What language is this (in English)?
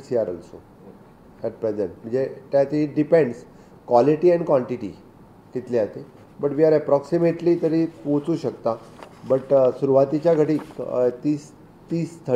Konkani